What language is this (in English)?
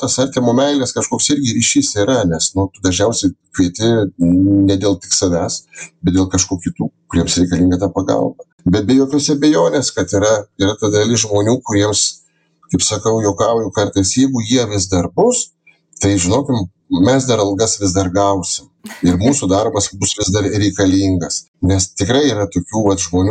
Lithuanian